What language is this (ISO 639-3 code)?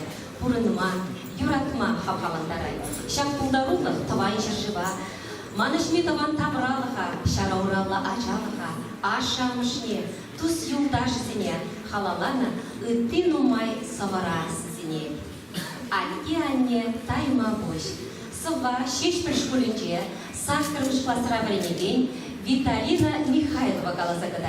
chv